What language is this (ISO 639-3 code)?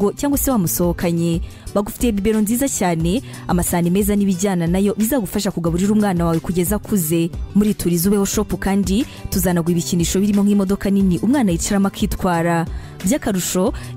kin